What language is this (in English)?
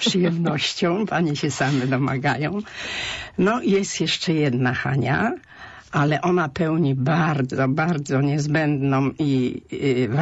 Polish